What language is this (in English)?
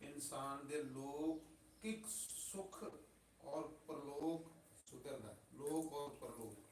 Dogri